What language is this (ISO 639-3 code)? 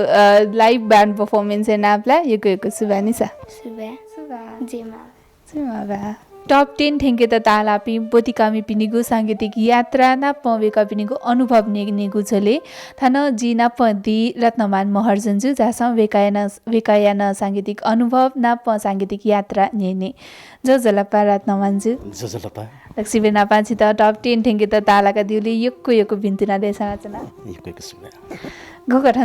new